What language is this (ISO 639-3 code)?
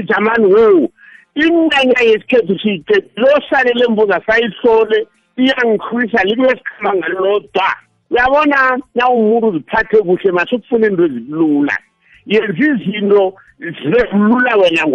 nbl